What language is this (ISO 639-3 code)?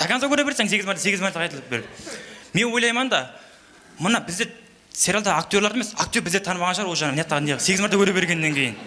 kaa